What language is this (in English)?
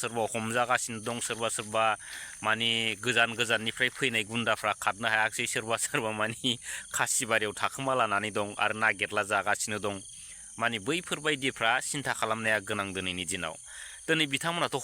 Bodo